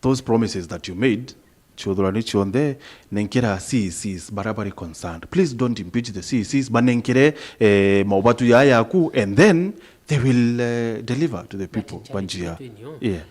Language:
Meru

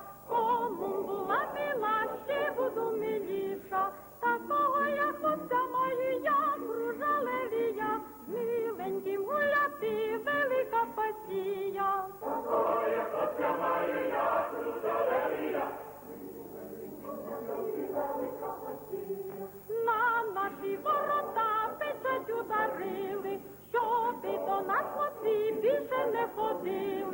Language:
Rusyn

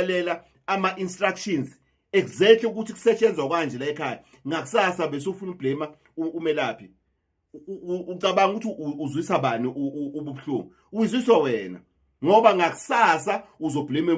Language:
Zulu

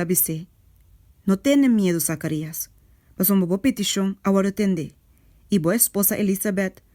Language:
Papiamento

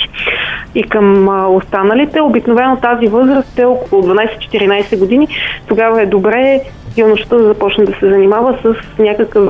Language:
Bulgarian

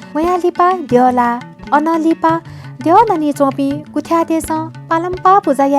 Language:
Newari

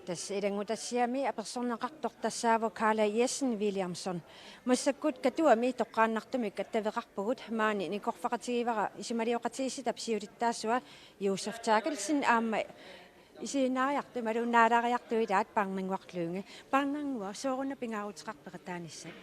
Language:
Kalaallisut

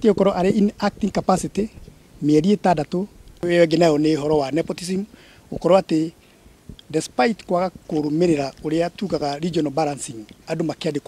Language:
Kikuyu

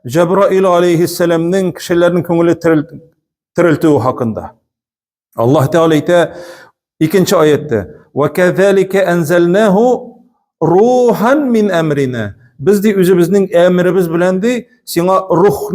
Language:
Tatar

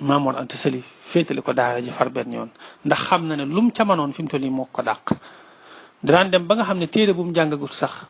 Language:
Wolof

